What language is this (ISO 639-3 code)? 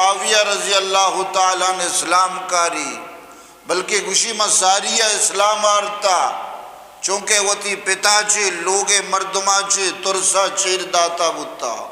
bgp